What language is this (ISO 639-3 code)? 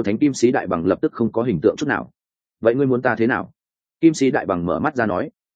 vie